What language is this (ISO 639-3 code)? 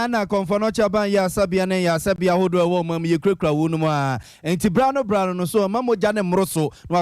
aka